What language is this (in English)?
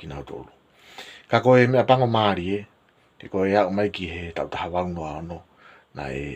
Tongan